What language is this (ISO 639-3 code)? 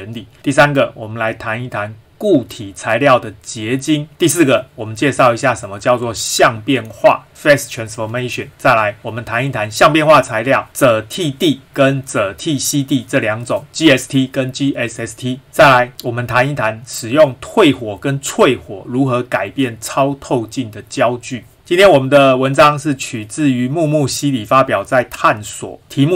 zho